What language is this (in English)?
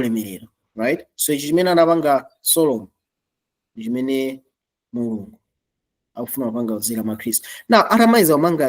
Nyanja